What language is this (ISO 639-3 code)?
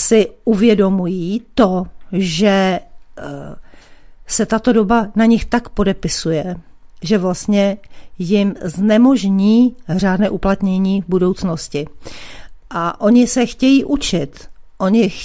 ces